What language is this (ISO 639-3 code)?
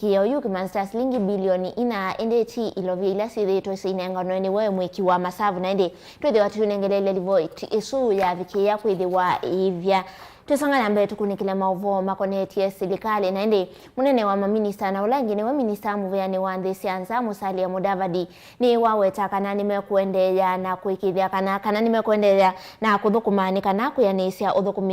kam